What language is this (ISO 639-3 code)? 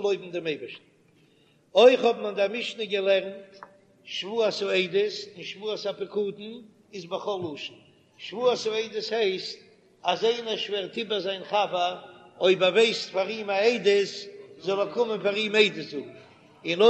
yid